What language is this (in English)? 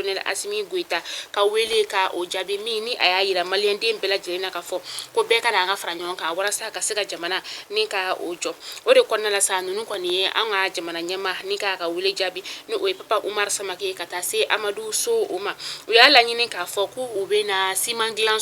Bambara